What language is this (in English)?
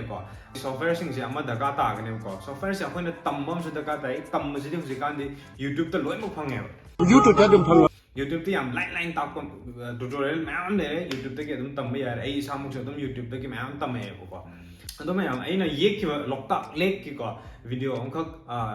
Manipuri